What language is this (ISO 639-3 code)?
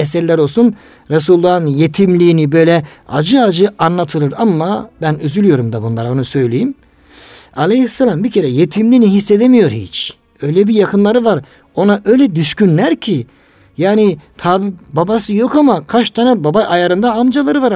tur